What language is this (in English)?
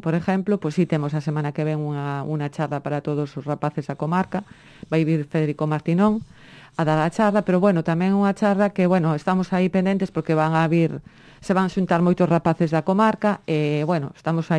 Galician